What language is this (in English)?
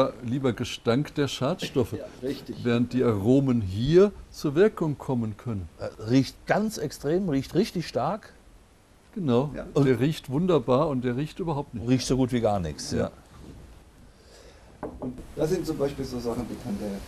German